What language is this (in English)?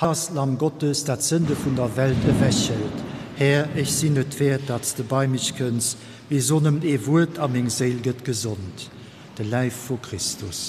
Luxembourgish